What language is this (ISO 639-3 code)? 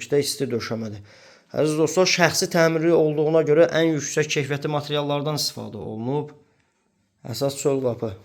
aze